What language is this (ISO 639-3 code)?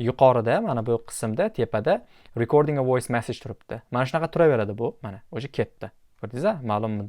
uzb